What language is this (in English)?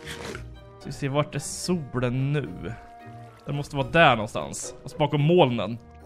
Swedish